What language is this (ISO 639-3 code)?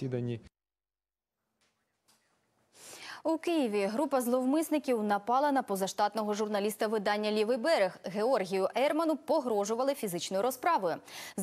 ukr